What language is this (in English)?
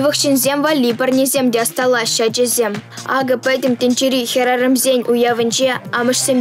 Chuvash